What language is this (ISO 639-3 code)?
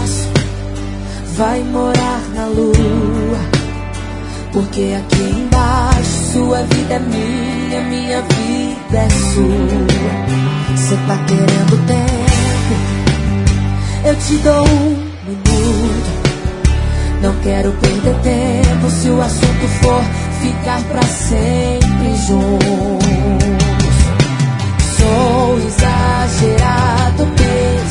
por